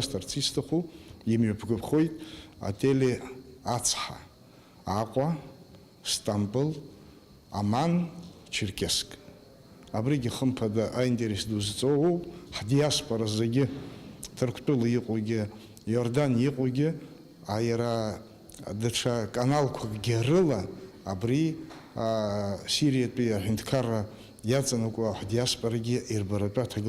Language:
Abkhazian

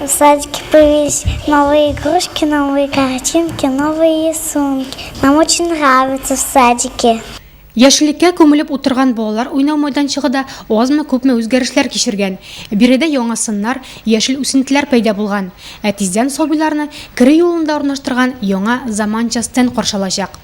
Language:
Tatar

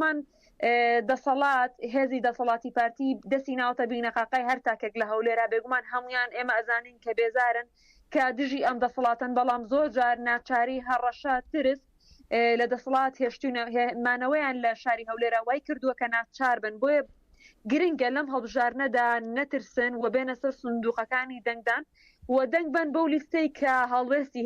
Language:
Central Kurdish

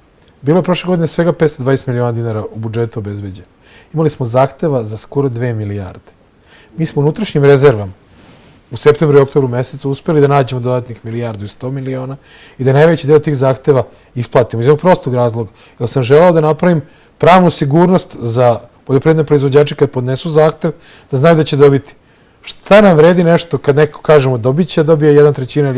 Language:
Serbian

